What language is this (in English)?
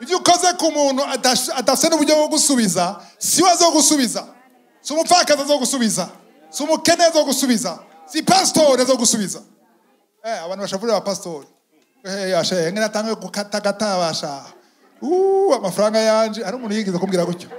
Rundi